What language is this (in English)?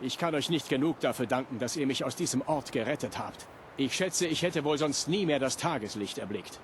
Bavarian